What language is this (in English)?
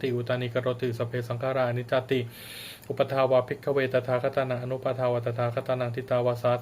Pali